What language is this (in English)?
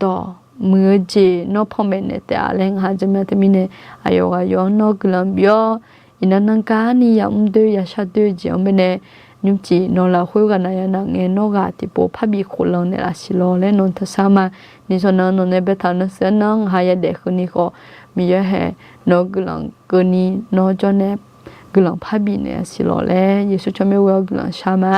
Akha